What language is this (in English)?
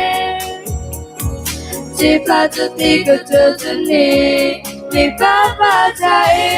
S'gaw Karen